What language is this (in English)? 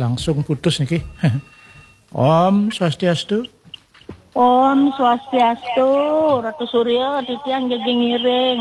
Balinese